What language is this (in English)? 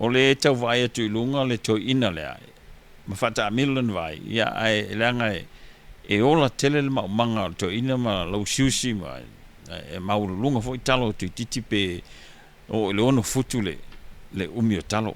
Samoan